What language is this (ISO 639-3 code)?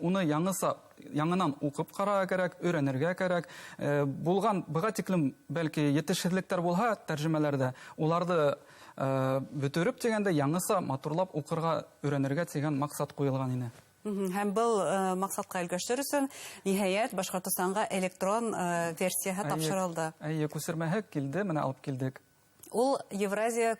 bak